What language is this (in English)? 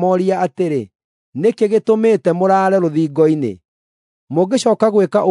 Kikuyu